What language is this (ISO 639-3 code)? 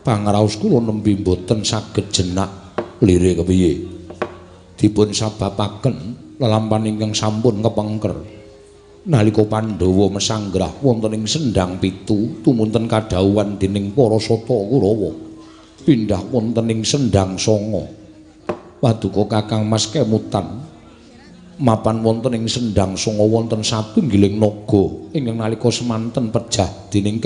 jav